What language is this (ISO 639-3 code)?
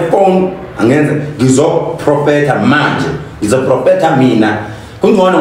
zul